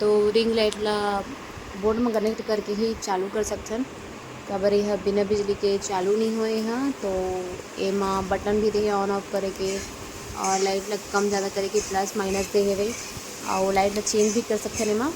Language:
Chhattisgarhi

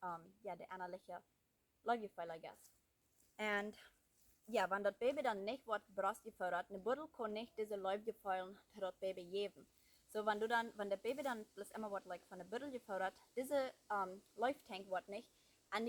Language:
Plautdietsch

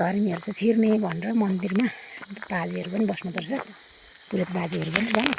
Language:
Nepali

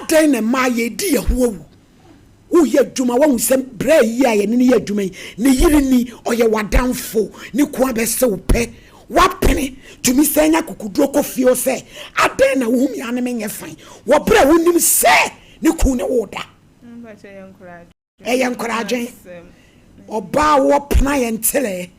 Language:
Akan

